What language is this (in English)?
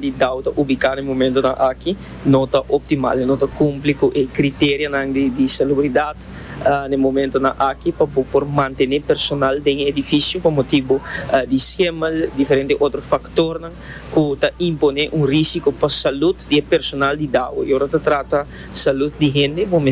Papiamento